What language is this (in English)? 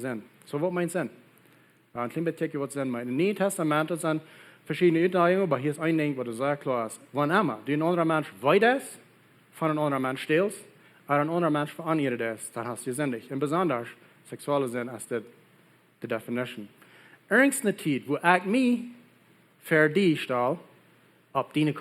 Plautdietsch